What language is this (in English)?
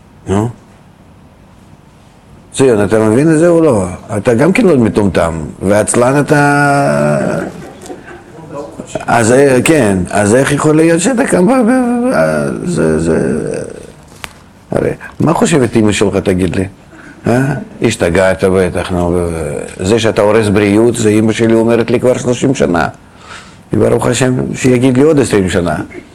Hebrew